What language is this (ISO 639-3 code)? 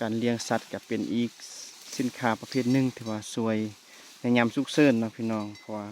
lao